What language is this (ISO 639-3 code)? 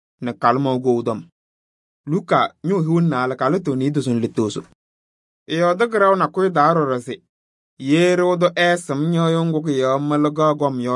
kbp